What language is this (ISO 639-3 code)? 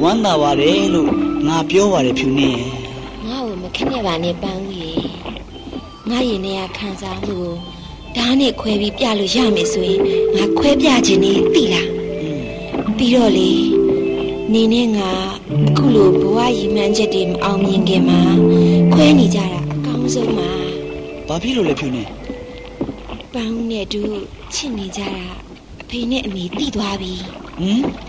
mya